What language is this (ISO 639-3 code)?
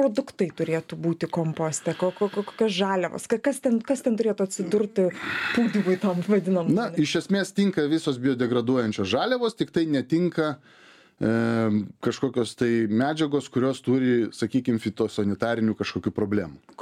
lit